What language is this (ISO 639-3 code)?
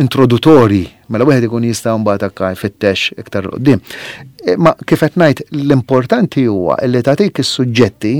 mlt